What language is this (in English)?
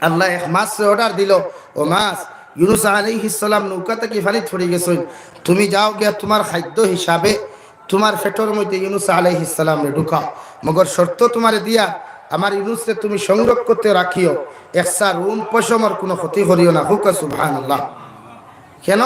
Sylheti